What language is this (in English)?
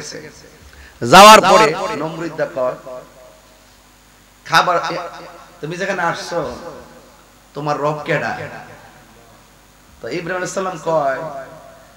Bangla